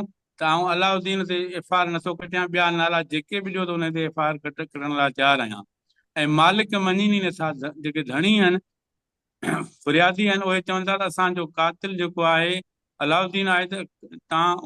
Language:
Sindhi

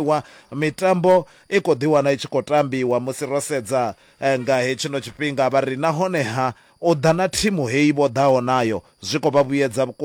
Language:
Venda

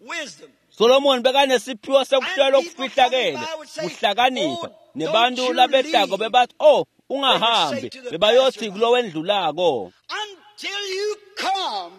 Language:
Swati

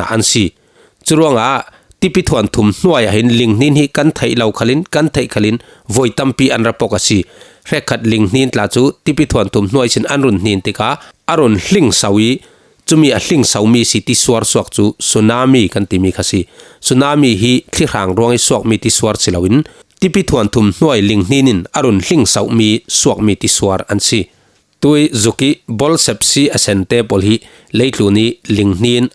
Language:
Falam Chin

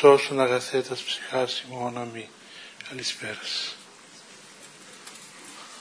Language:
Greek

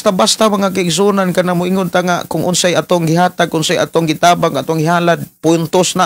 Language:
Cebuano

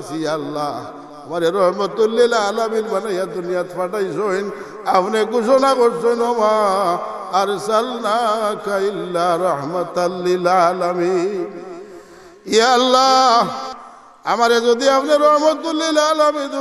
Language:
Sylheti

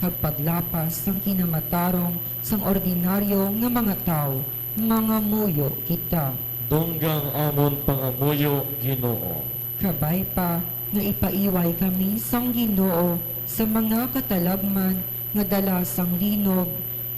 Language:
Hiligaynon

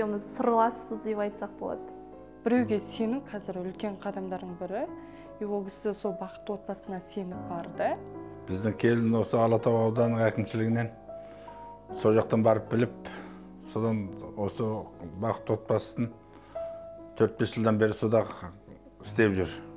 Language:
Kazakh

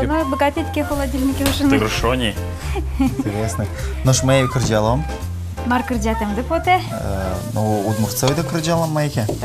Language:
Udmurt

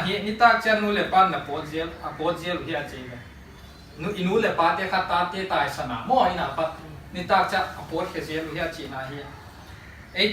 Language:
Paite Chin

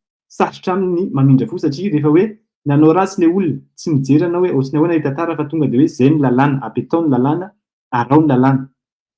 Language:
Malagasy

